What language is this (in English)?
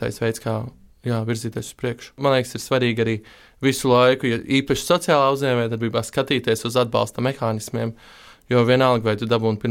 Latvian